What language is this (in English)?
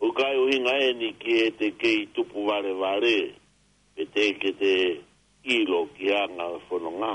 Tongan